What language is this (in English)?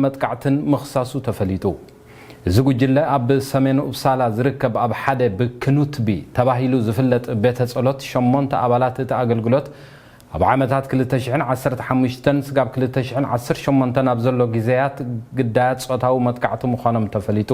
Tigrinya